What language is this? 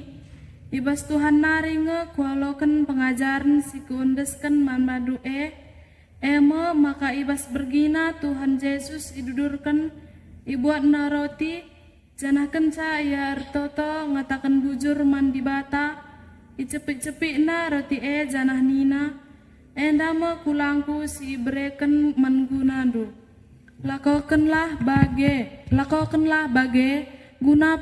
Batak Karo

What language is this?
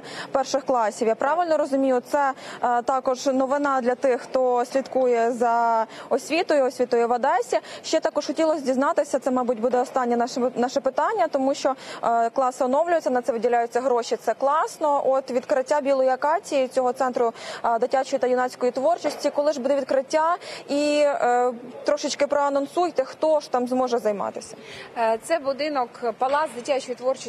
Ukrainian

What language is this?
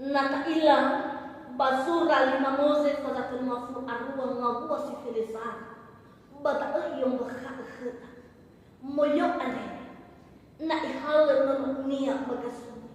Nias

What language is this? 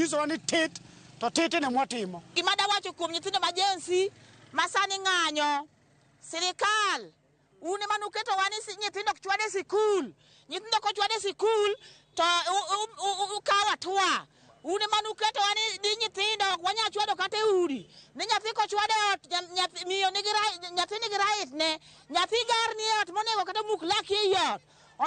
Luo (Kenya and Tanzania)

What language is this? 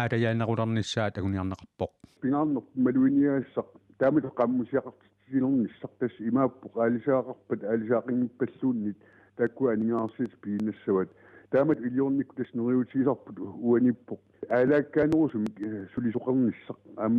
Kalaallisut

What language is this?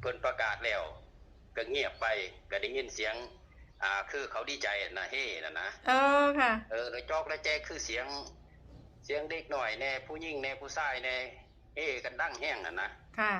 Northeastern Thai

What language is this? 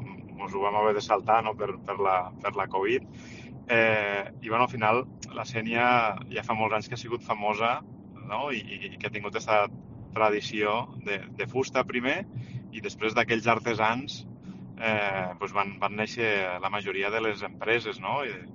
Catalan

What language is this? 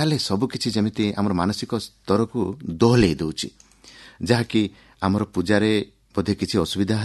Odia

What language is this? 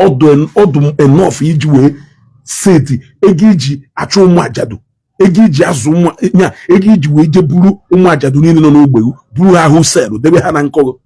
Igbo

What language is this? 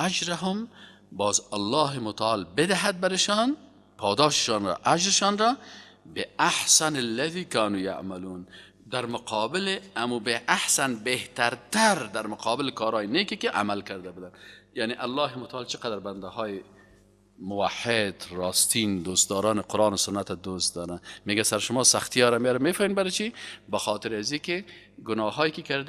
Persian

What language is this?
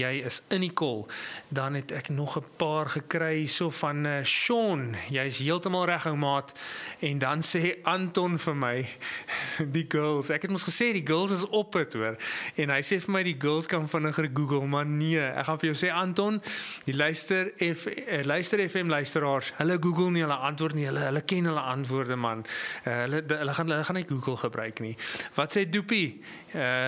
Afrikaans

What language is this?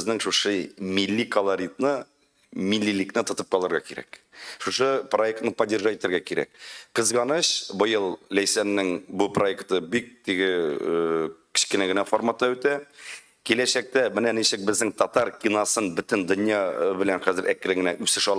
Tatar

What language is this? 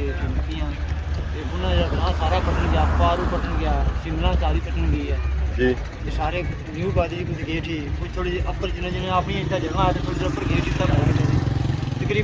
Pahari-Potwari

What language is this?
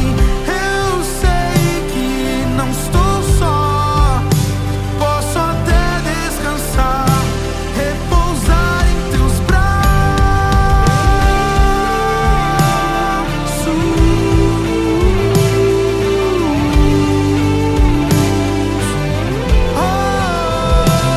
Portuguese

